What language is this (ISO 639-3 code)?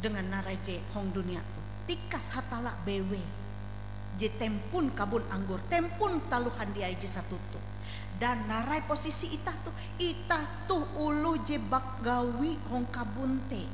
nij